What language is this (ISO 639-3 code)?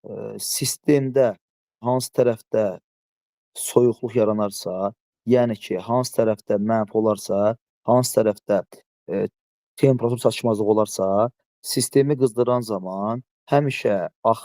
aze